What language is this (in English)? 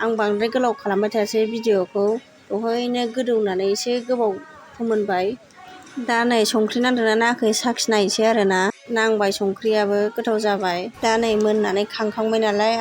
Bodo